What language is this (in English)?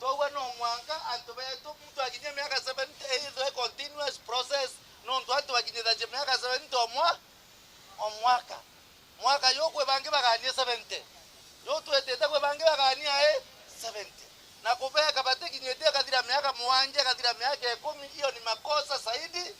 Meru